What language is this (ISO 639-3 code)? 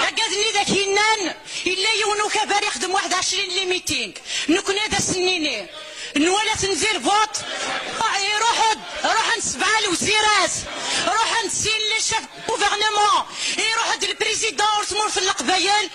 kab